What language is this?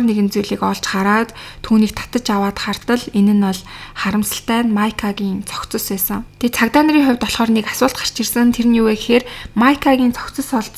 Mongolian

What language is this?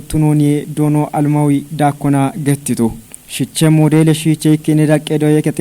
Kafa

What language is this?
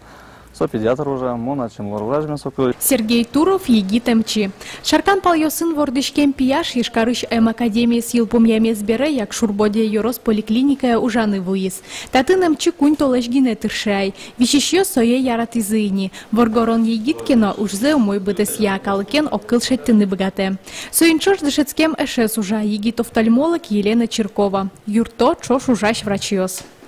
Udmurt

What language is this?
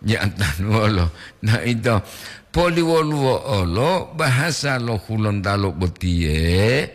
Gorontalo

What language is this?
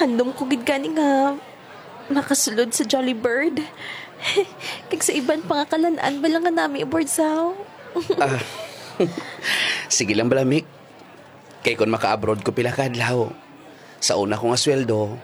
Hiligaynon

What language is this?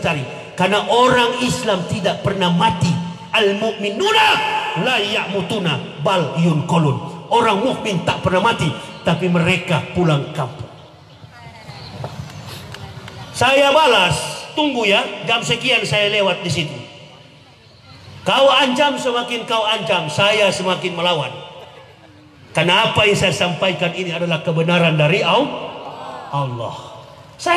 Indonesian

